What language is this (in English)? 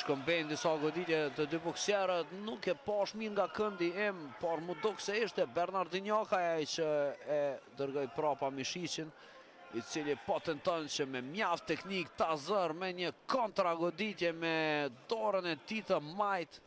Albanian